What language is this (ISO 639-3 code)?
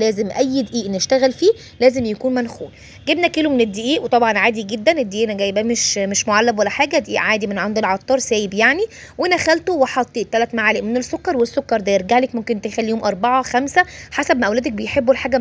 arz